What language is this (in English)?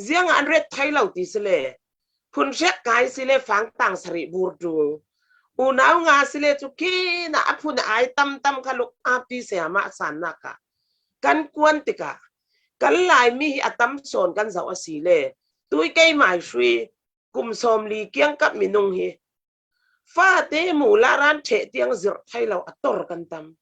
Falam Chin